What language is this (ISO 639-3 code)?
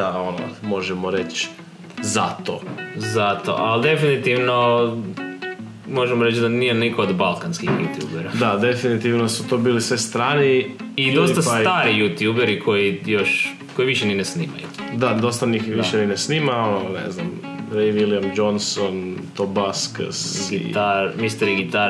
hrv